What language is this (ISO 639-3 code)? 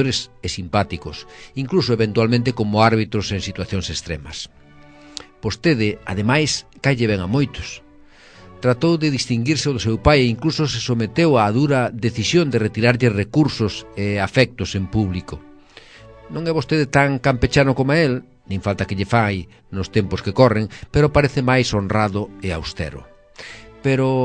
glg